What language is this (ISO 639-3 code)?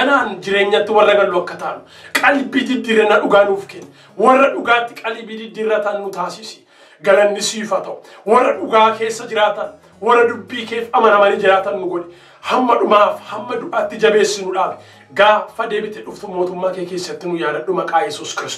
orm